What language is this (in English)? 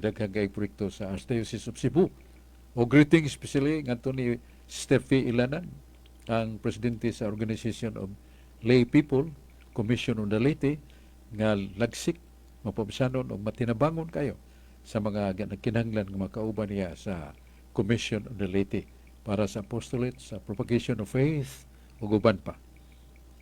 Cebuano